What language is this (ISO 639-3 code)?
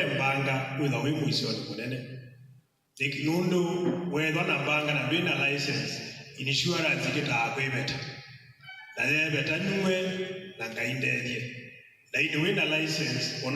kam